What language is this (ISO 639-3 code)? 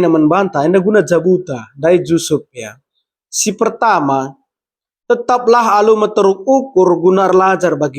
btx